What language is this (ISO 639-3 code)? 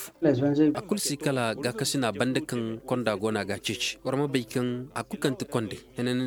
ses